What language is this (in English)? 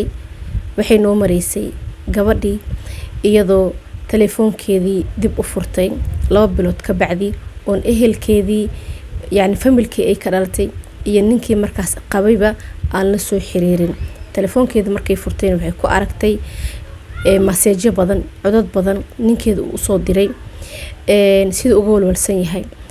Somali